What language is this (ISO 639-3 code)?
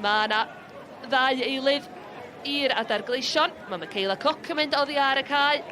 cym